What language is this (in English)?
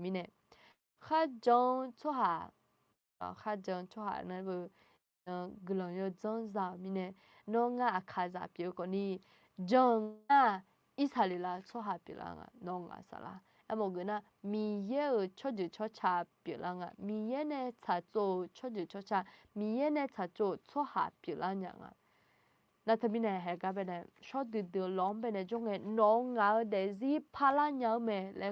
Akha